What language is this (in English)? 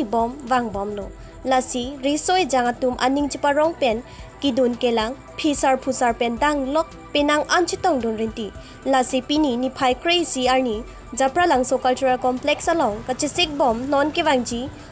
Karbi